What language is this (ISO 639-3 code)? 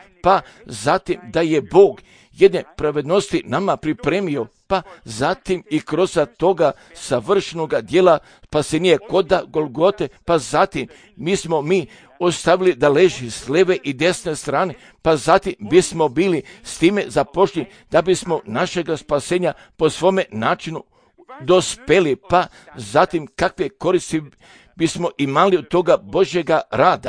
srp